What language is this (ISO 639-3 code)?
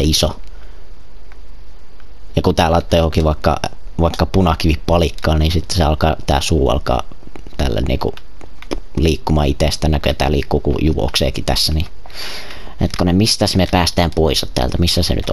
fin